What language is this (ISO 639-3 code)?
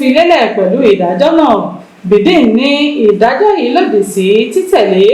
yor